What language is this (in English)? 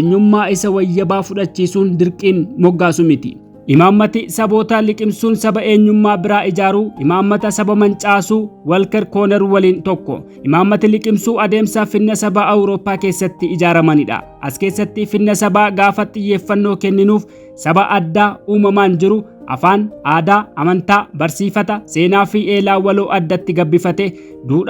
Oromo